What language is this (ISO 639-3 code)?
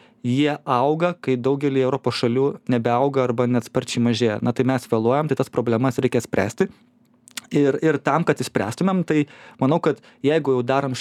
lit